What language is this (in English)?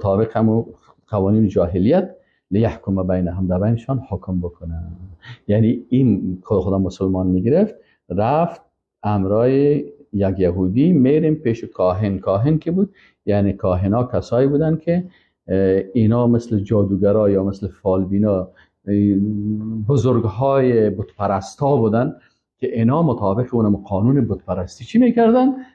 Persian